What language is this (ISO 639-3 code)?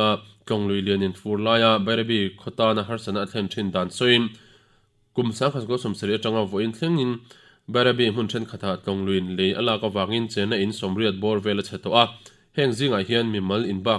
lus